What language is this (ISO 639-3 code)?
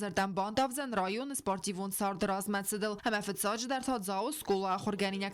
oss